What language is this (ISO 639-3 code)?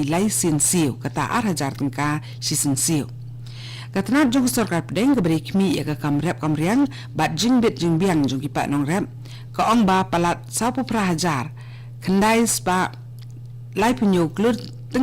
kha